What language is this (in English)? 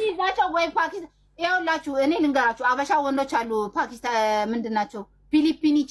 Amharic